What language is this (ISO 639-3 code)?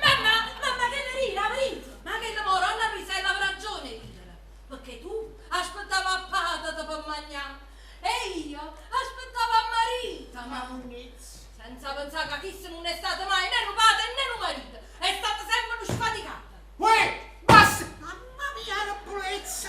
nap